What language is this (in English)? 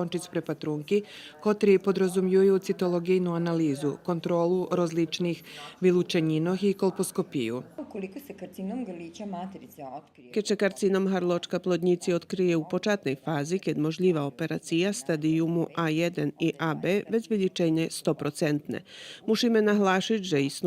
Rusyn